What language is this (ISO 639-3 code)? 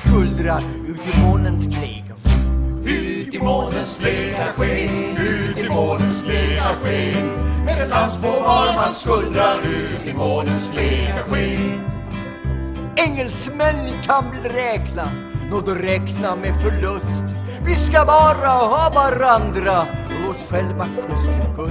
swe